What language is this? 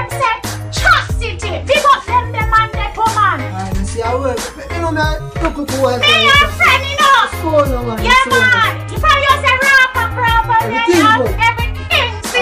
Jamaican Creole English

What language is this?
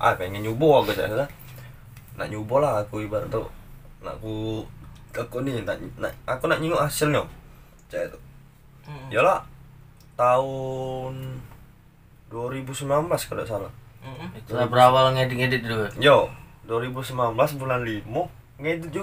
Musi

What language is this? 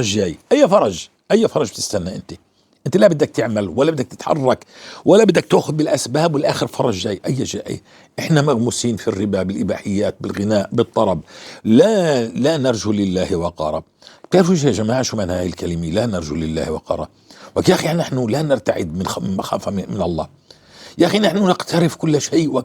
North Levantine Arabic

